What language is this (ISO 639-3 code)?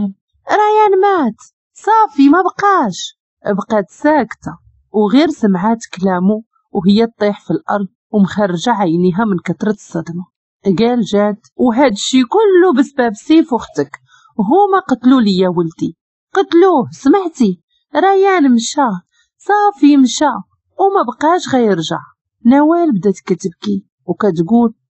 ary